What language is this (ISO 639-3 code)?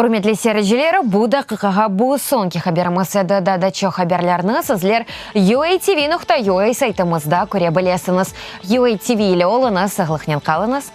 crh